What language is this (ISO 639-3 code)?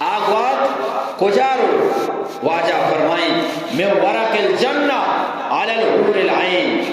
bgp